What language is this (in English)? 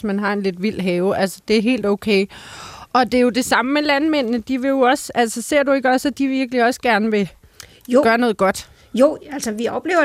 Danish